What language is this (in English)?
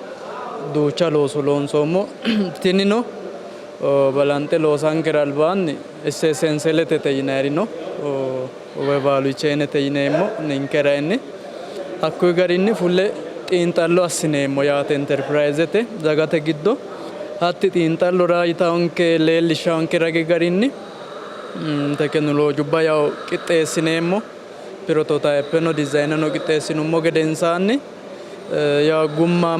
Sidamo